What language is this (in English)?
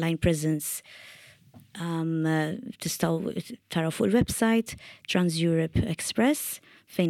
Maltese